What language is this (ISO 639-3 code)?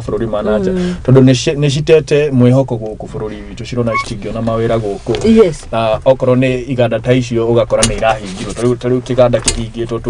kik